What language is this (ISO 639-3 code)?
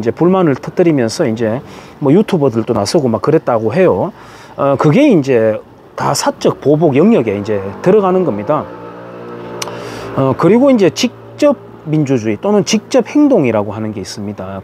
kor